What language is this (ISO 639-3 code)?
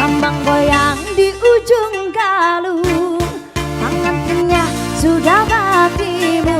bjn